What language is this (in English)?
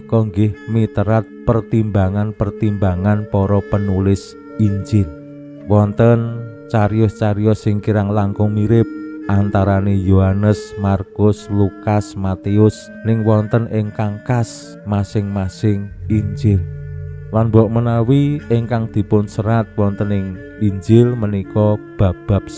Javanese